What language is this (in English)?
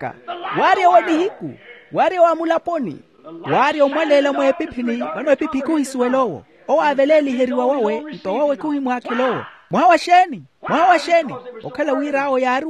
Makhuwa